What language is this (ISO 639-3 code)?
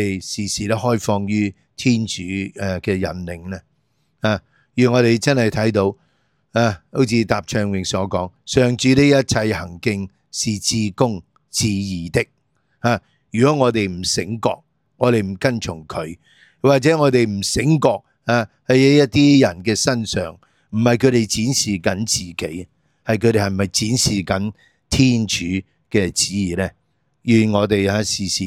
yue